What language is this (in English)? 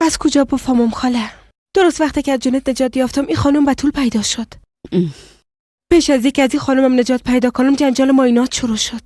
Persian